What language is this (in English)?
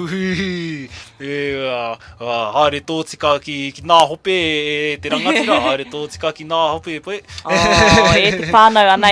Māori